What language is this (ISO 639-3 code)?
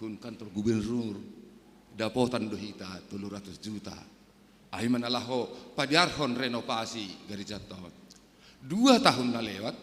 bts